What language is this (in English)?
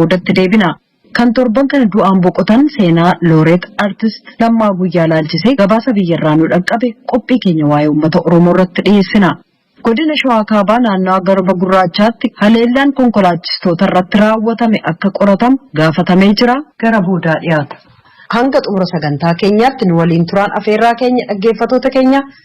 Oromo